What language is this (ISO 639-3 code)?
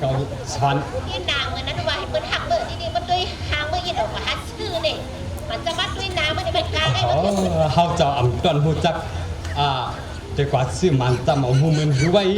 shn